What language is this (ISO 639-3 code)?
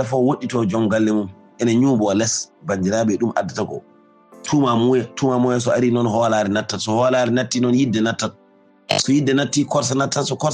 ful